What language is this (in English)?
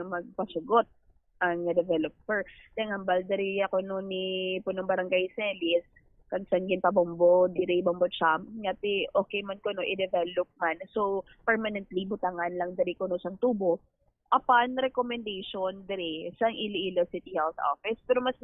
Hiligaynon